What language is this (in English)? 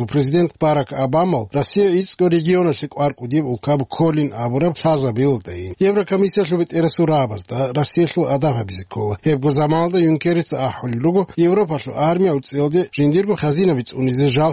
Avaric